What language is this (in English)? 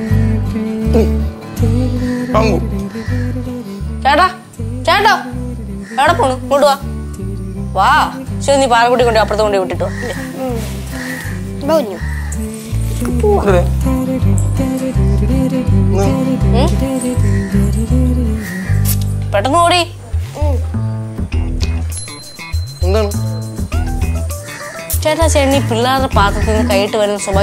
Malayalam